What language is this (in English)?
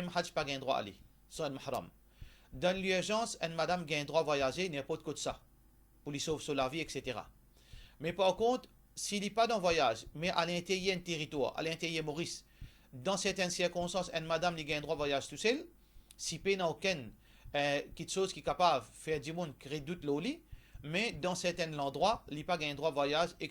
Morisyen